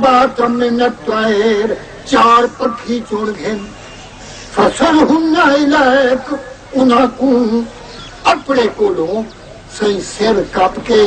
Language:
Saraiki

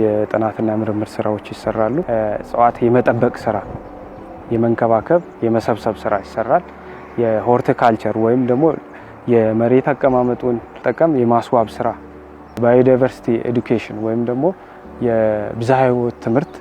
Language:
Amharic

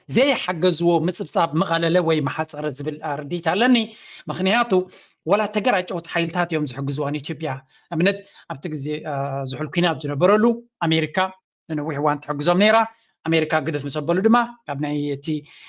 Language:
Tigrinya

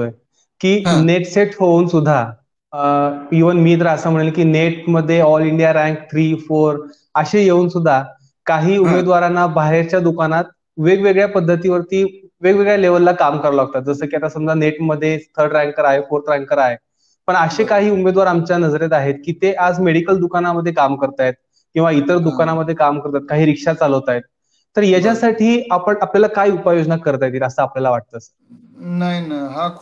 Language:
Marathi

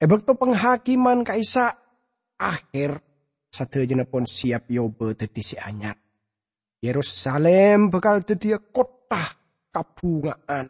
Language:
Madurese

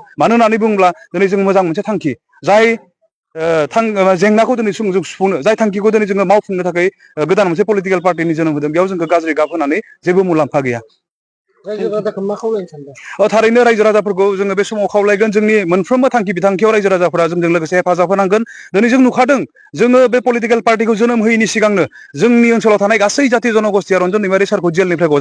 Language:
Bodo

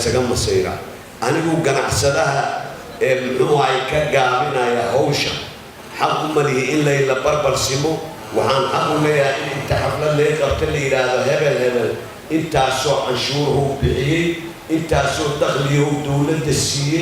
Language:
Somali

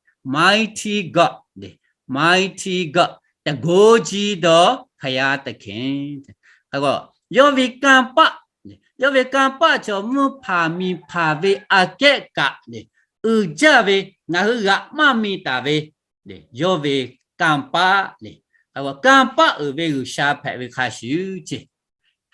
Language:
Lahu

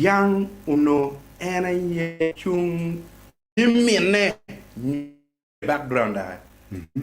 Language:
Acoli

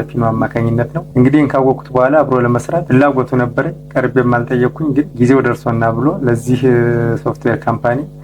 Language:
Amharic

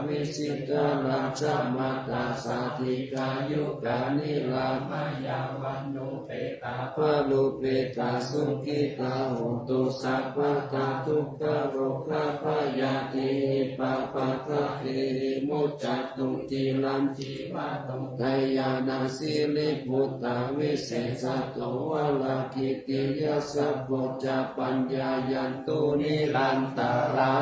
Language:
Pali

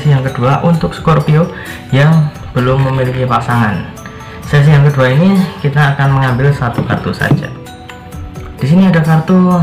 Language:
Indonesian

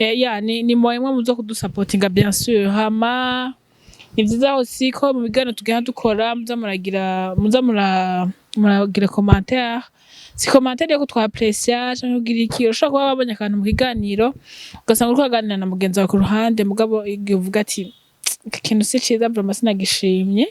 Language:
Rundi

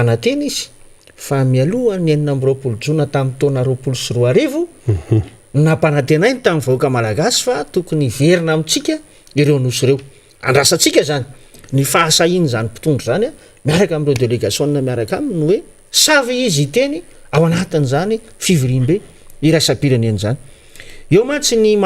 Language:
Malagasy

